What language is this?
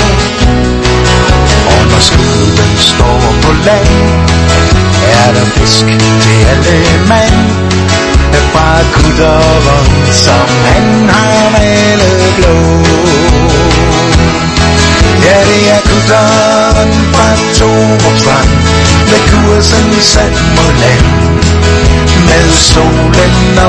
Danish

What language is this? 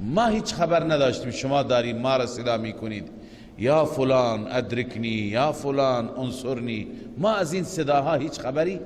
Persian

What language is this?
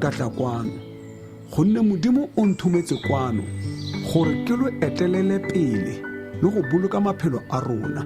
Tswana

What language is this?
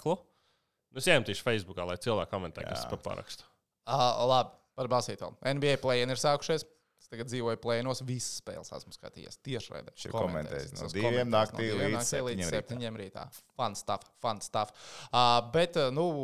Latvian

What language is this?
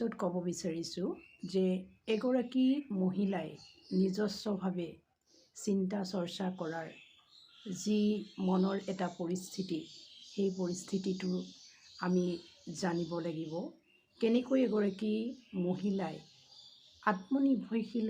Assamese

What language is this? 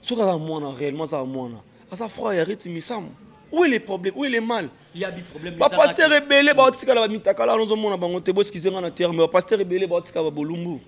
Lingala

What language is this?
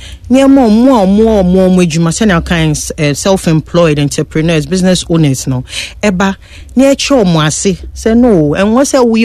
Akan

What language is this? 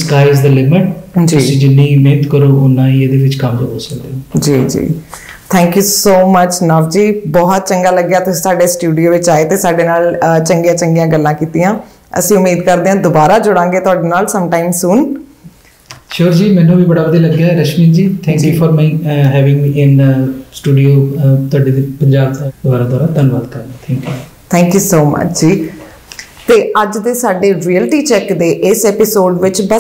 Punjabi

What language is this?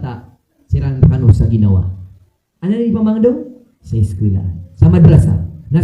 Maranao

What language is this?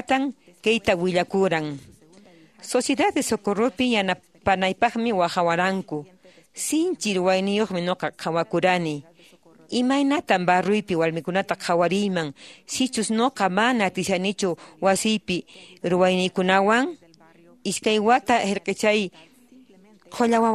Quechua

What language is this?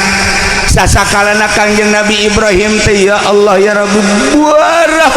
Sundanese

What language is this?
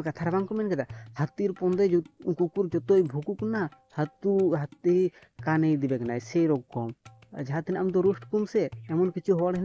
Santali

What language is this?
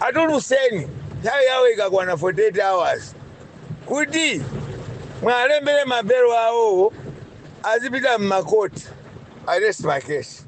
Nyanja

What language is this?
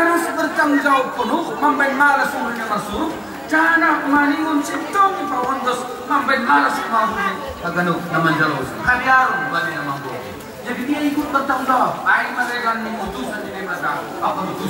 Batak Simalungun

